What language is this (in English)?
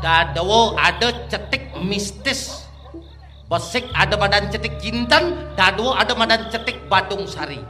Balinese